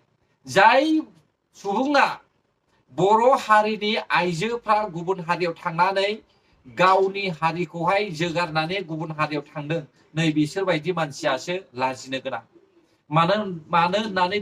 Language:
Bodo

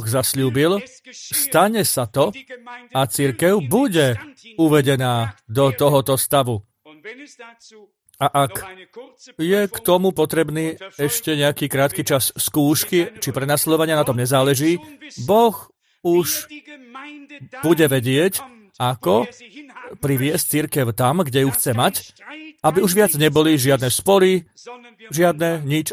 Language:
Slovak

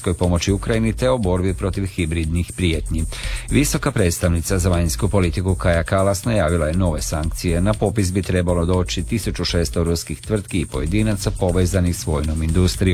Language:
Croatian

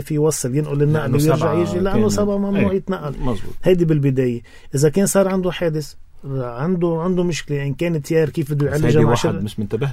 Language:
North Levantine Arabic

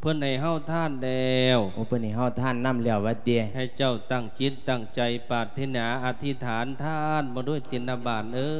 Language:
Lao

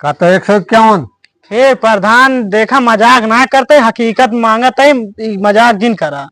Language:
Awadhi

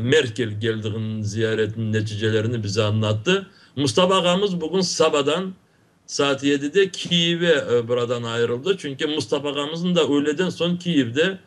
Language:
Crimean Tatar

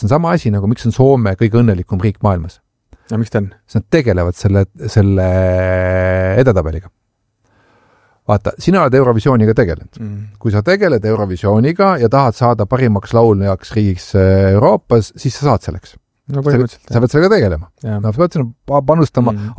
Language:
Estonian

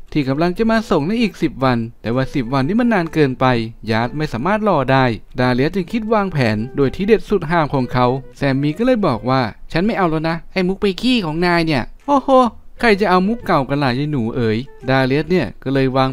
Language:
Thai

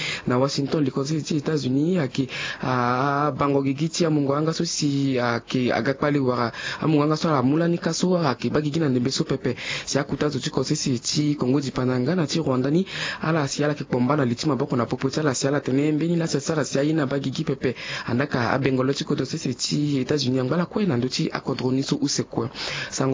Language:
Sango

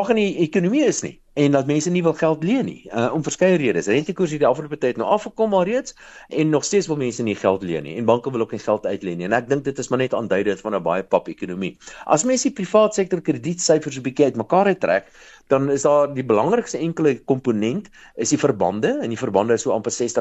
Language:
Afrikaans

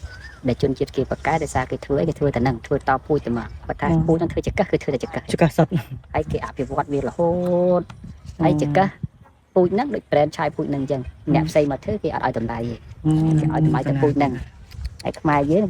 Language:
Khmer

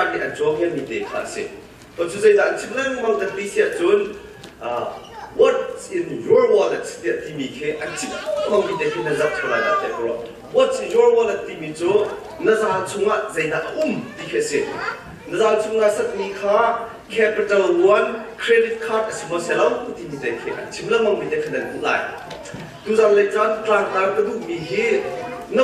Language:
Hakha Chin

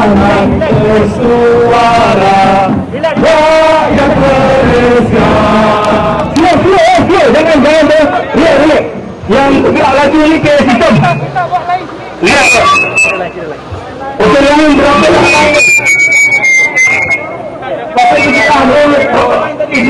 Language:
Malay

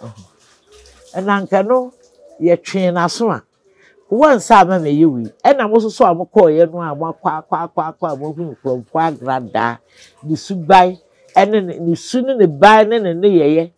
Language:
Akan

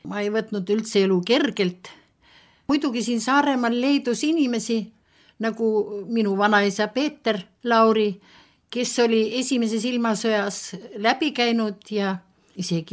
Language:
Estonian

